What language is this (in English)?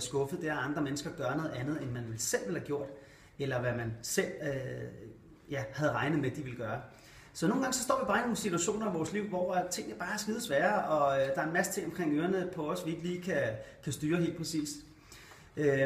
Danish